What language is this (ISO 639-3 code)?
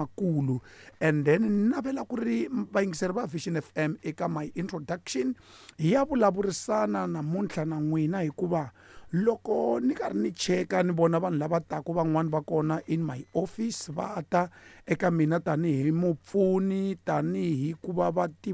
tso